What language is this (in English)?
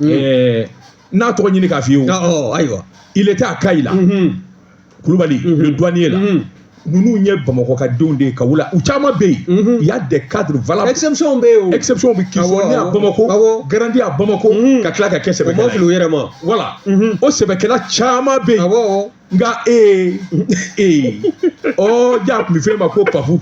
Bambara